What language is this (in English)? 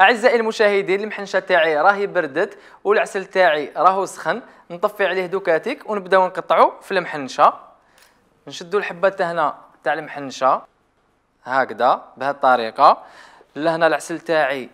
Algerian Arabic